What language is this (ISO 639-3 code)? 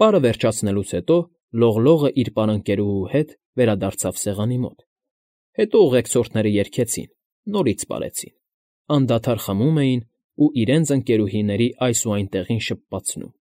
hye